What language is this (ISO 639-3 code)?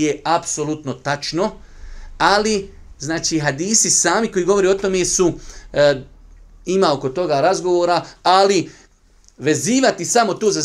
bos